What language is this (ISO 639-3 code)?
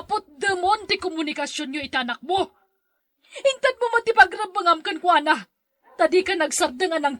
ilo